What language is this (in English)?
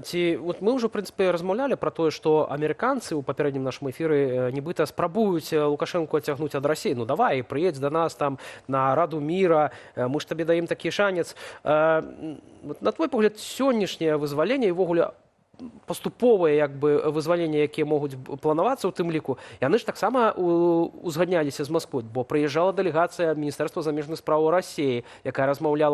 Belarusian